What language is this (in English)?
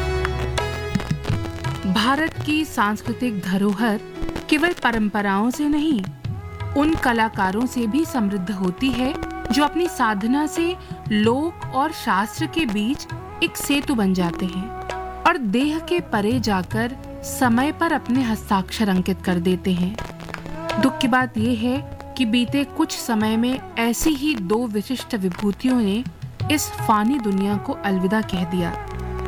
Hindi